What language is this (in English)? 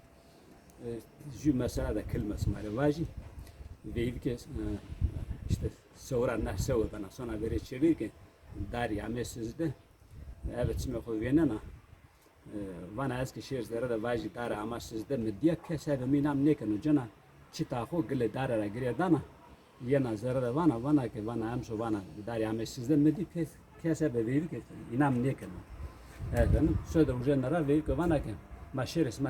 Zaza